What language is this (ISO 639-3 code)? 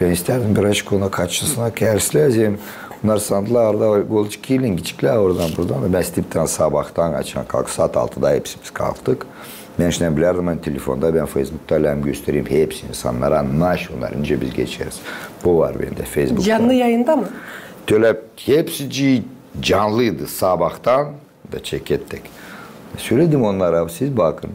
gag